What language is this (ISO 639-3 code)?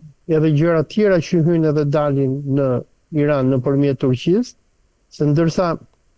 sqi